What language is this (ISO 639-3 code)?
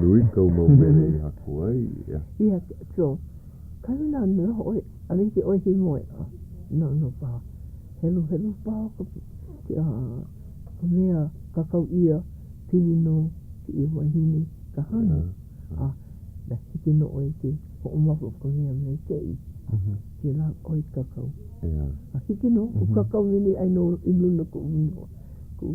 haw